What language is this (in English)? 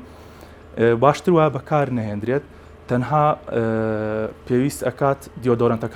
Central Kurdish